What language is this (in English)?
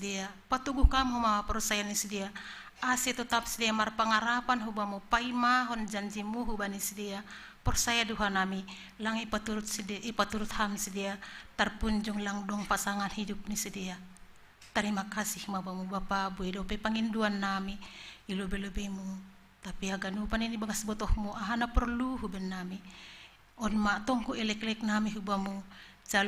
Batak Simalungun